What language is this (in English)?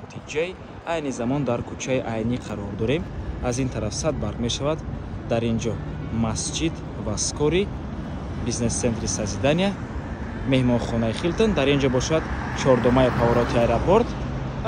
Tajik